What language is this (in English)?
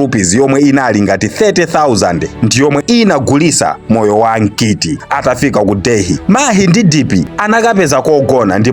Nyanja